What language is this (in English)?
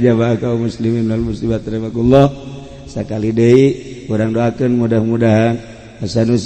Sundanese